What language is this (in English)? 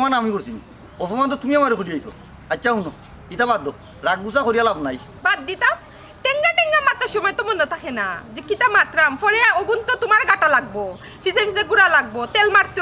Sylheti